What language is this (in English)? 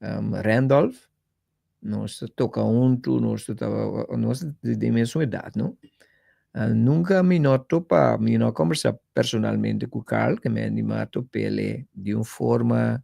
Papiamento